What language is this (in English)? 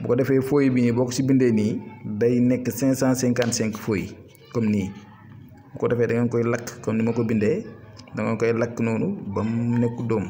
Wolof